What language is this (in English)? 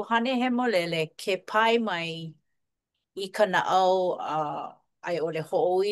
Hawaiian